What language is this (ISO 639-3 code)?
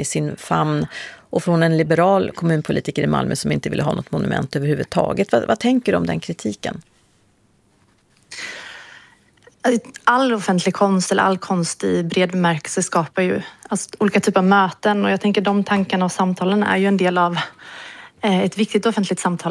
swe